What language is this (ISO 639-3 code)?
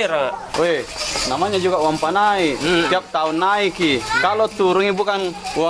mfp